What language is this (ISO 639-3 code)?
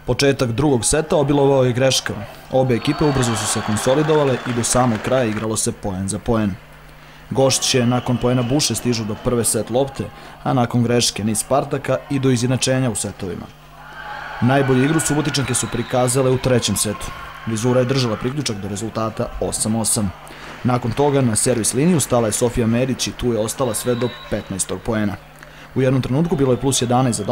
srp